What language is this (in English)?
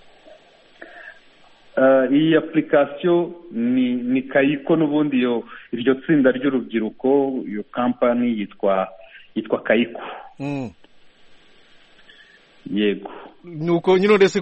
Kinyarwanda